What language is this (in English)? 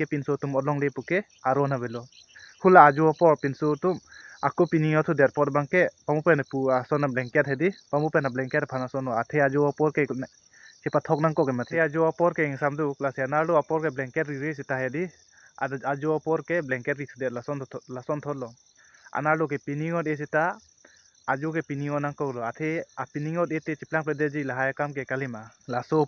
Karbi